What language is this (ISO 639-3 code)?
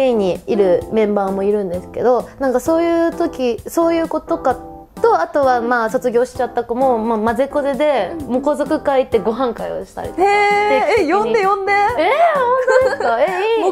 jpn